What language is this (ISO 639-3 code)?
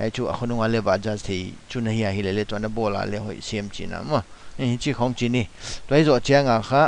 pck